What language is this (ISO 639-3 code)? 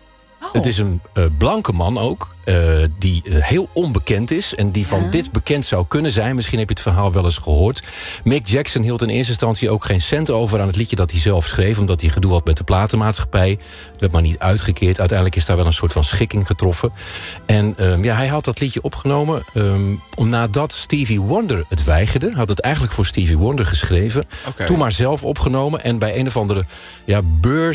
nld